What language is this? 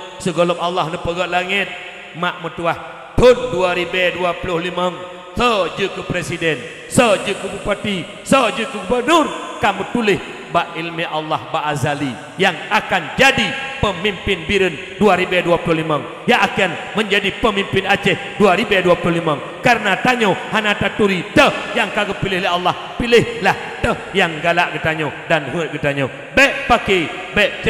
Achinese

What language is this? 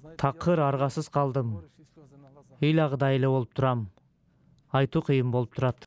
Kyrgyz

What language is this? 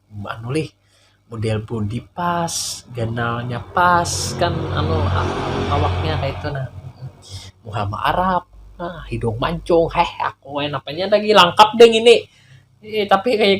Banjar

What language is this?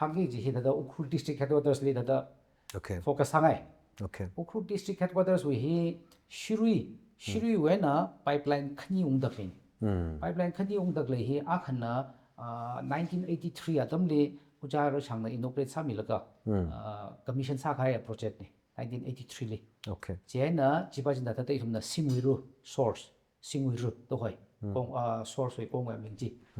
Tangkhul Naga (India)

